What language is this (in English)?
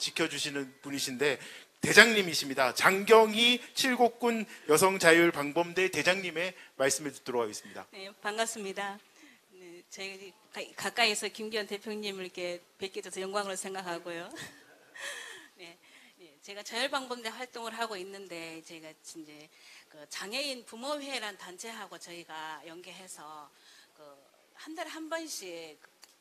Korean